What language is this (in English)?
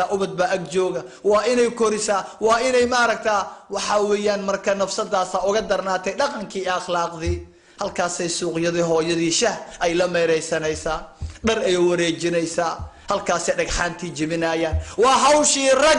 Somali